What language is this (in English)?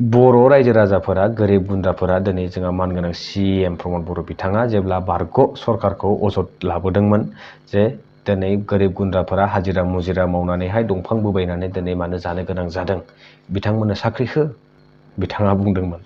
Bodo